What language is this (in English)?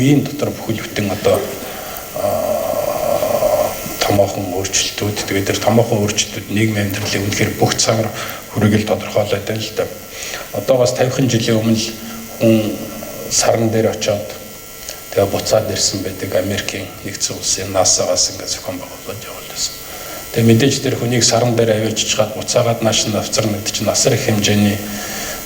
Mongolian